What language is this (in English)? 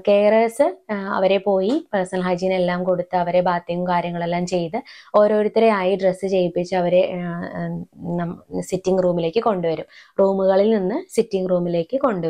Malayalam